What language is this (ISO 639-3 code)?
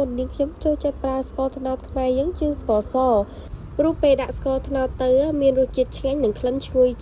khm